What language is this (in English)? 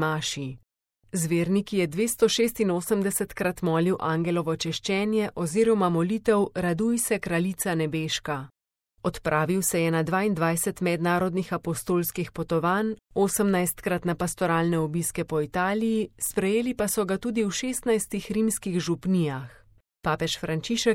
Slovenian